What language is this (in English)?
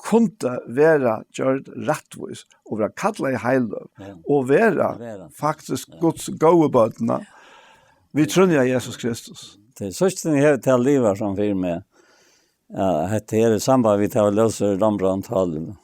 Faroese